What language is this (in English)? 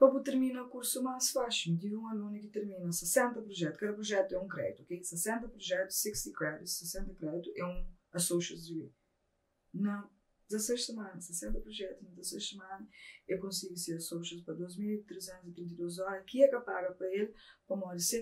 Kabuverdianu